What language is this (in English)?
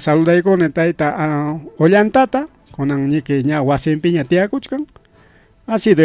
Ayacucho Quechua